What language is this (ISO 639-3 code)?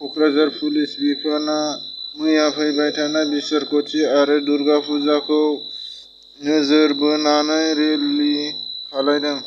brx